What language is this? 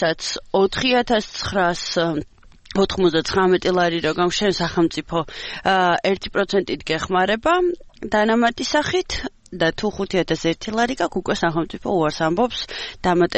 Georgian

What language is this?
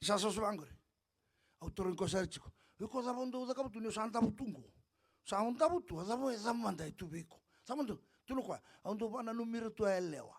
Fijian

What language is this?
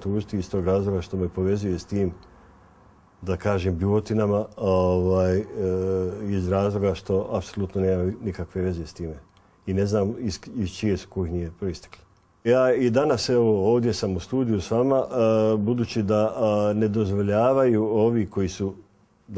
Bosnian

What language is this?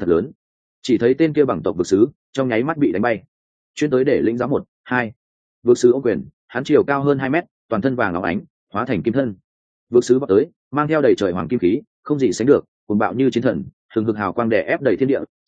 Vietnamese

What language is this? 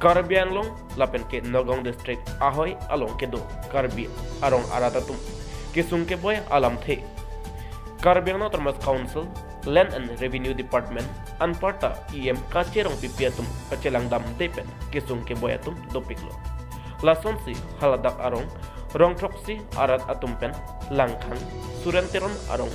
Karbi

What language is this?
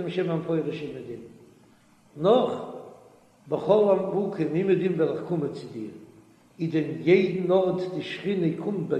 Yiddish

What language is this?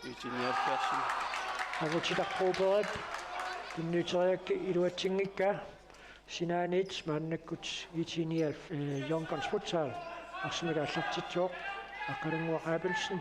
Kalaallisut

